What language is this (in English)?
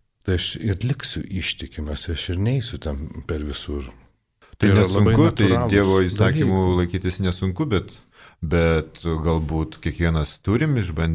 Lithuanian